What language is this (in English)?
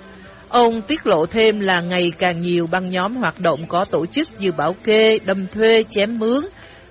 Vietnamese